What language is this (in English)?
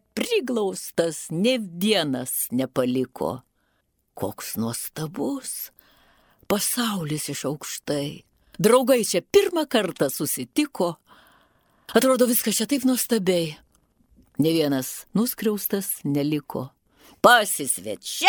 Lithuanian